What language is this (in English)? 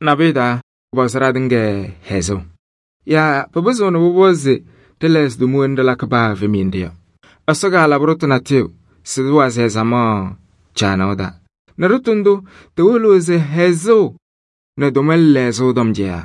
Kabiyè